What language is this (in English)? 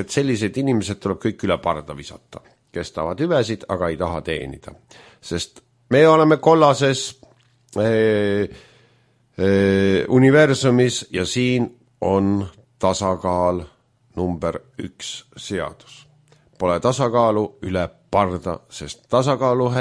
Estonian